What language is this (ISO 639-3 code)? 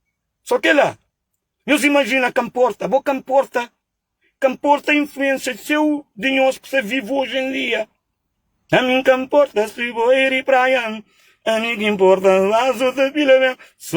kea